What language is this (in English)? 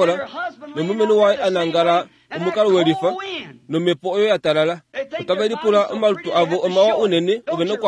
Kuanyama